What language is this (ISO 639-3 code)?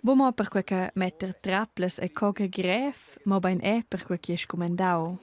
roh